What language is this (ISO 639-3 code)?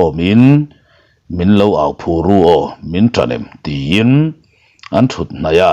lus